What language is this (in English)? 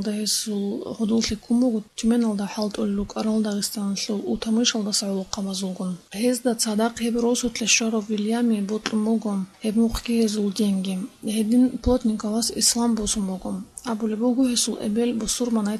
Avaric